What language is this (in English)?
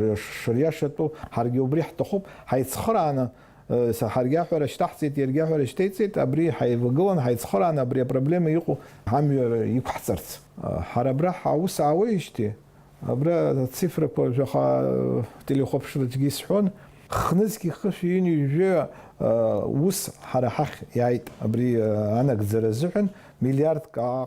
Abkhazian